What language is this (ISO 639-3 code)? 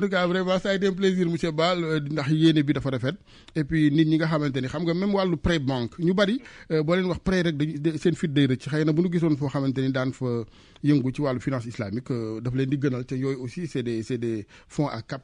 wol